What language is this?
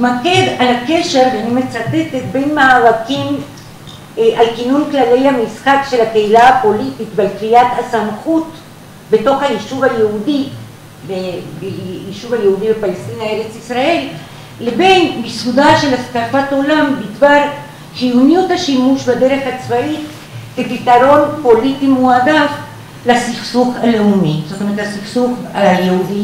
Hebrew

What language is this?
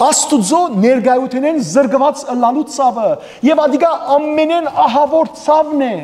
Western Armenian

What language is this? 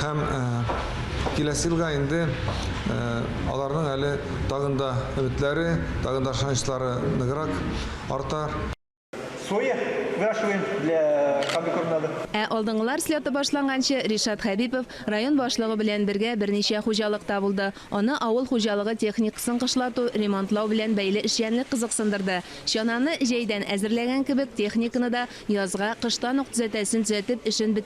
Tatar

